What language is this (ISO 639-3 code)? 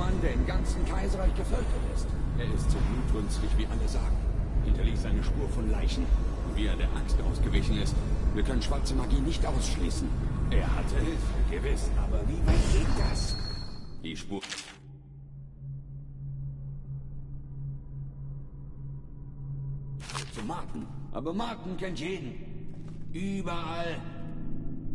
deu